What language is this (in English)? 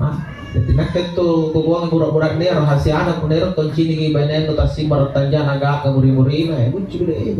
Makasar